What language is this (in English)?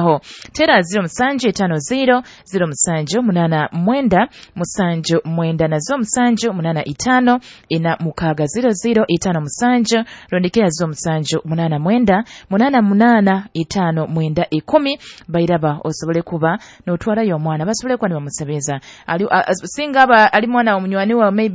Nyoro